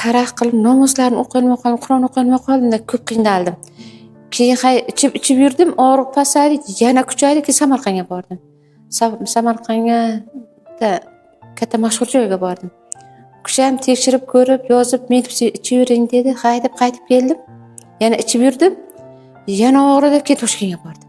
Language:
Uzbek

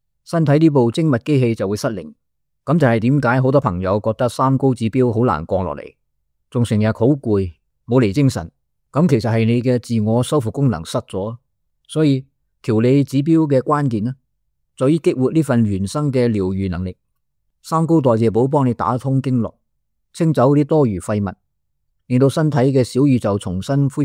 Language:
Cantonese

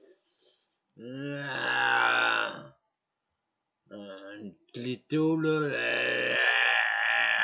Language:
French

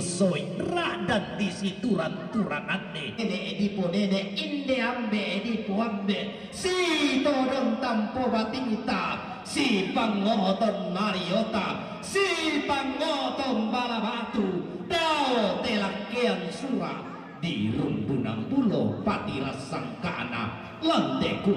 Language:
Toraja-Sa'dan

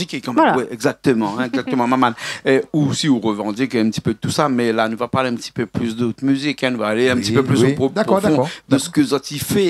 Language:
Réunion Creole French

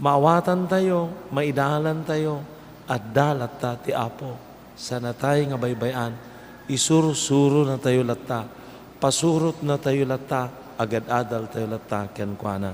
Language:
Iloko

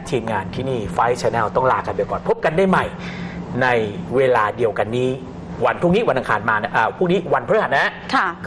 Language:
Thai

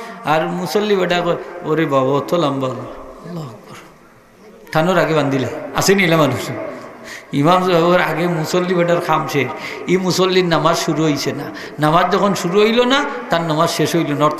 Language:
Sylheti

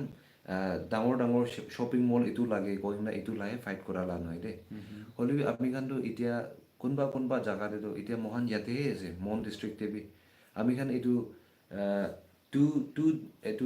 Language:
Naga Pidgin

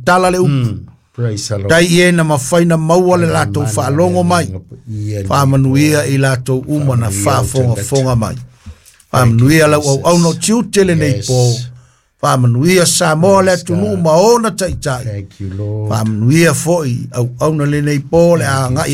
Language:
Samoan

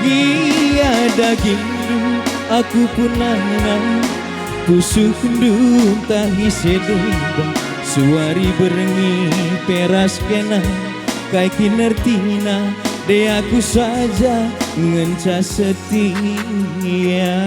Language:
Batak Karo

